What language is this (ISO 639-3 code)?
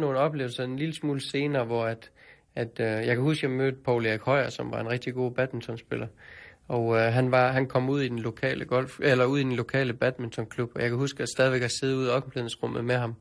dan